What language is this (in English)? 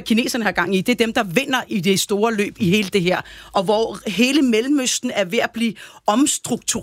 Danish